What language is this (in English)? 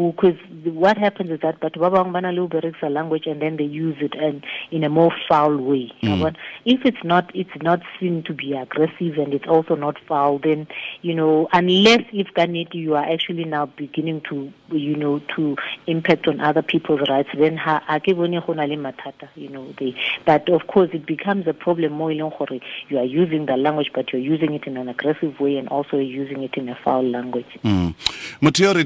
Tswana